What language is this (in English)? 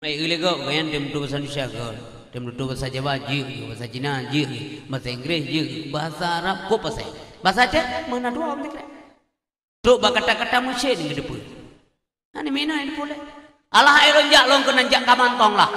Achinese